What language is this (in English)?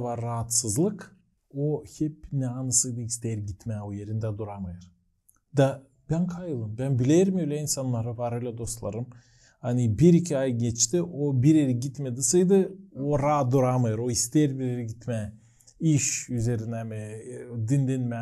Gagauz